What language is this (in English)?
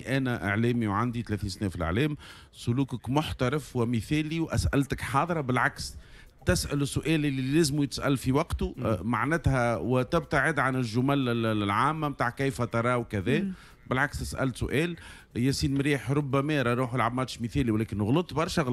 Tunisian Arabic